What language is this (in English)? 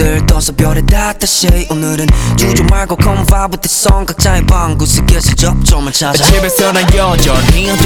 Korean